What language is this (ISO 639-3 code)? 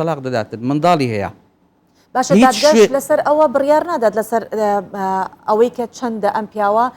ckb